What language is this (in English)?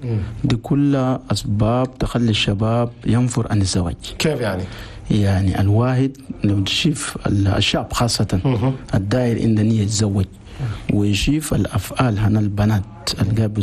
Chadian Arabic